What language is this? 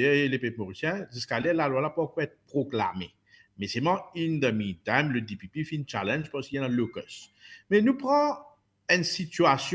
Morisyen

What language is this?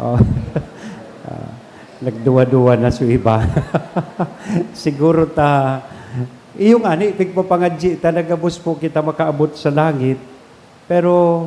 Bikol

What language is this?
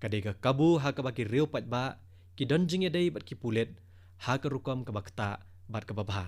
Khasi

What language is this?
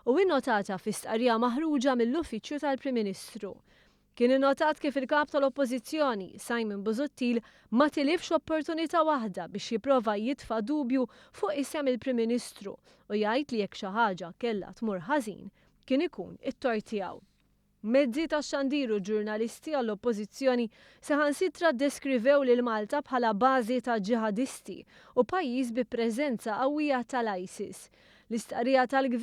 Maltese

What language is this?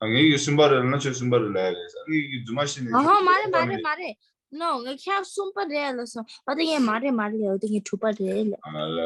Tibetan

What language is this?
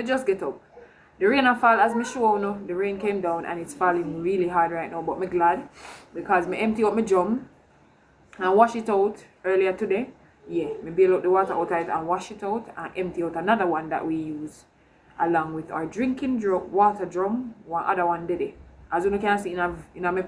Jamaican Creole English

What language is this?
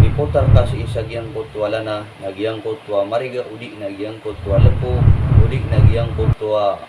Maranao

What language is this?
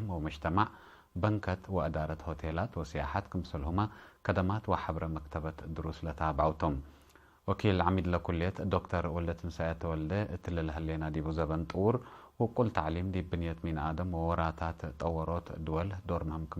Tigre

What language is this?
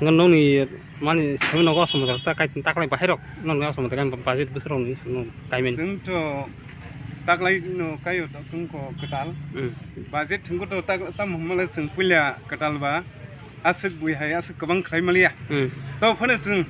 Kok Borok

